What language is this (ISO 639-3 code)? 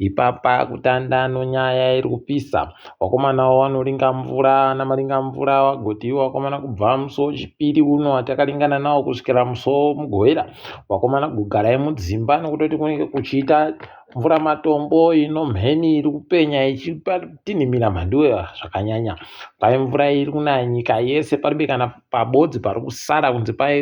ndc